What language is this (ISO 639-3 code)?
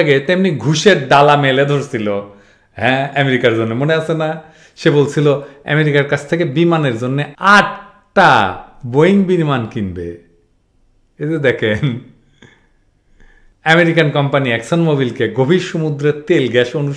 ben